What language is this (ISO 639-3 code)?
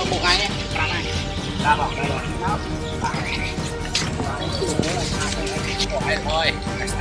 vie